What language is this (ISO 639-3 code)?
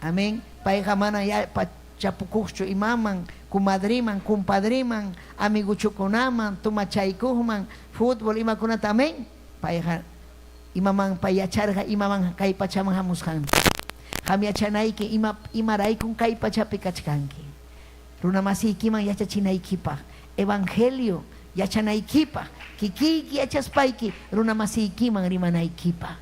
quy